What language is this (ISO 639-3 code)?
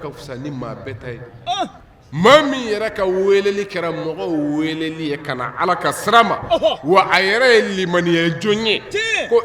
bam